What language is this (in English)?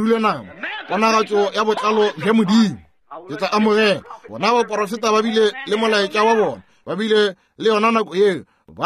Northern Sotho